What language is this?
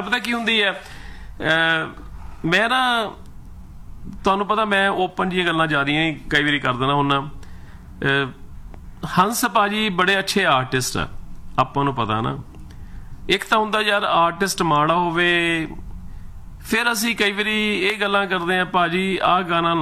Punjabi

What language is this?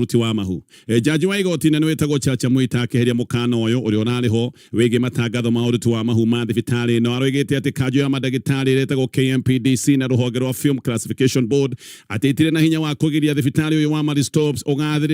Kikuyu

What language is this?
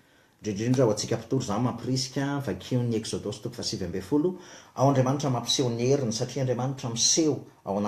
Malagasy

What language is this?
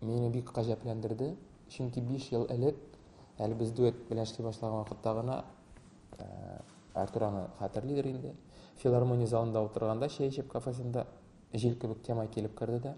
Tatar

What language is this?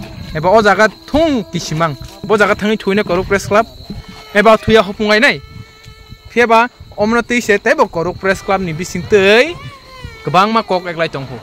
Kok Borok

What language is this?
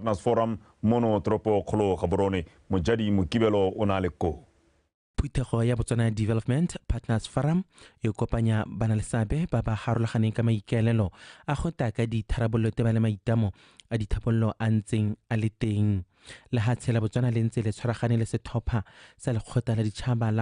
Tswana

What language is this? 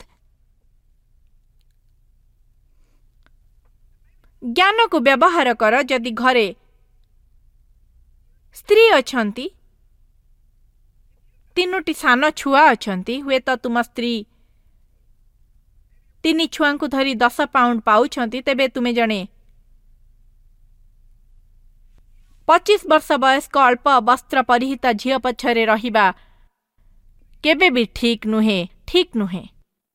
Odia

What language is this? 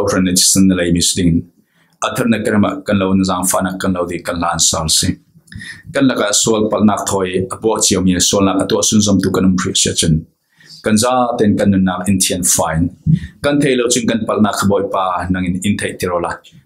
Falam Chin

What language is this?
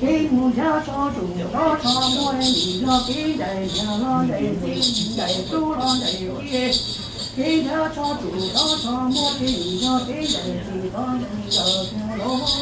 Hmong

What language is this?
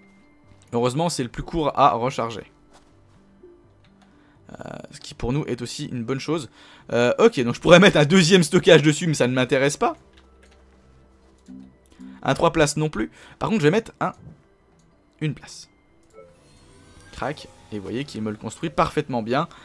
French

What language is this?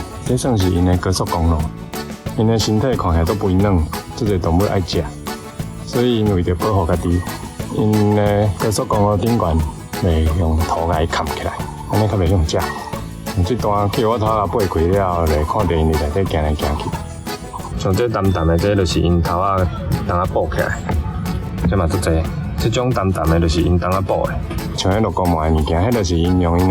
Min Nan Chinese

